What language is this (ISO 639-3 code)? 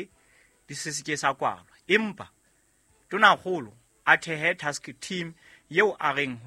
sot